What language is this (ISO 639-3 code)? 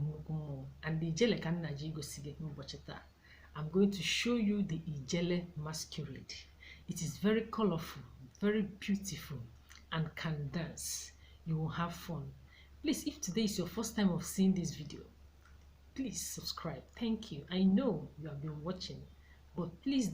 ibo